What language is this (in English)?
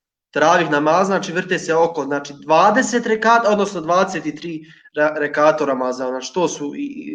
Bosnian